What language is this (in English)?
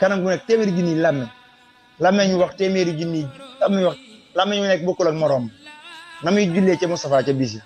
Wolof